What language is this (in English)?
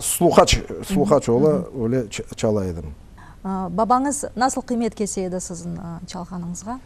Crimean Tatar